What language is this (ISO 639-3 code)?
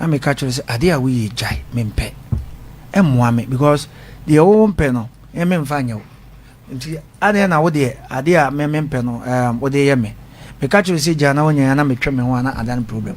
aka